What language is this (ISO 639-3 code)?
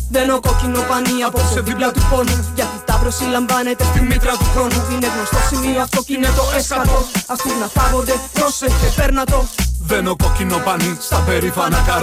ell